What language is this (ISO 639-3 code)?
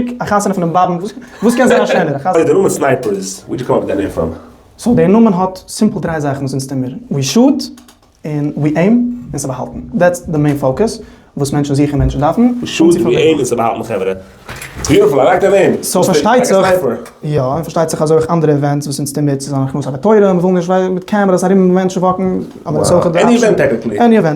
yid